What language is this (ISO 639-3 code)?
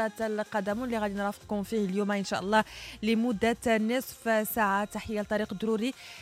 ary